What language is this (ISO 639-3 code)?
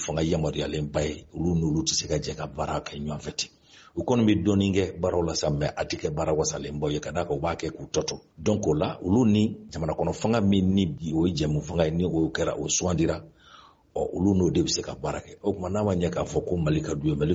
bam